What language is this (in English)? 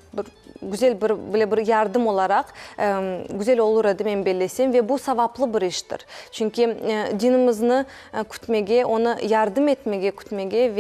Crimean Tatar